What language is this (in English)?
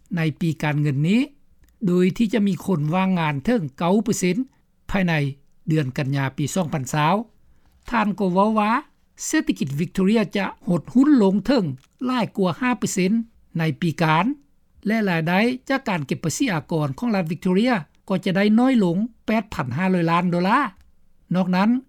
Lao